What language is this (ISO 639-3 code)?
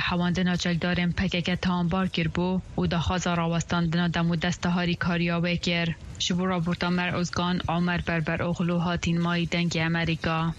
kur